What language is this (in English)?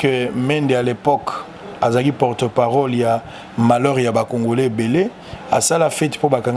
Lingala